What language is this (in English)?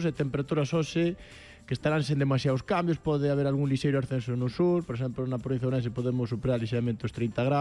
Galician